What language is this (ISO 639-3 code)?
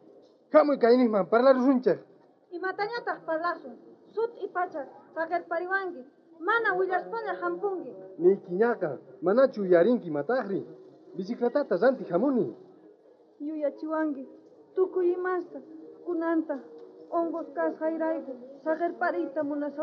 quh